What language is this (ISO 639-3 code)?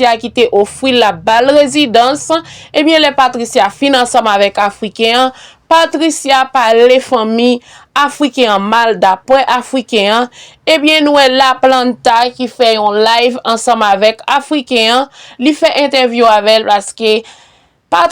hat